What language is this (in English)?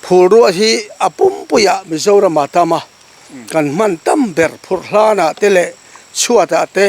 Mizo